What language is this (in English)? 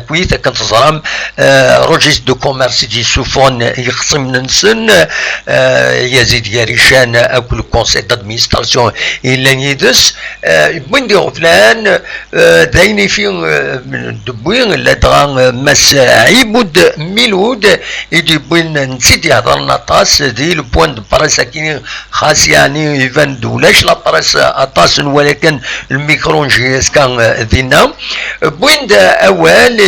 Kabyle